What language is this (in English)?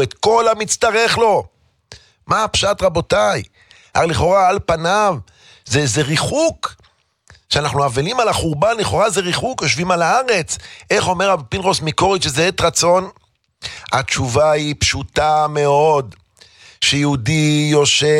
Hebrew